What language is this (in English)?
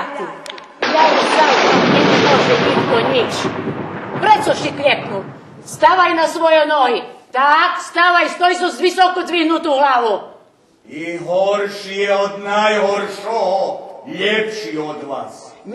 Rusyn